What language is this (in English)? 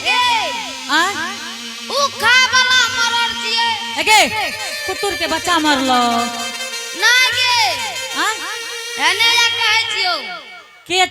Angika